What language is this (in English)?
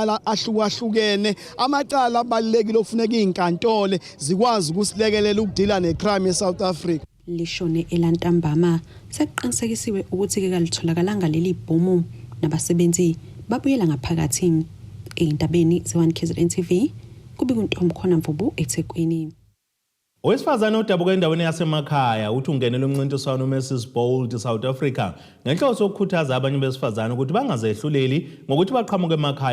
Zulu